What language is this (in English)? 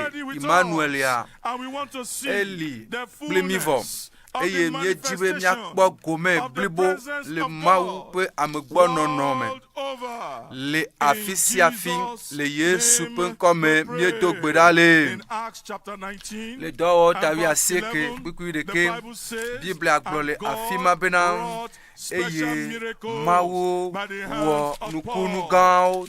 Ewe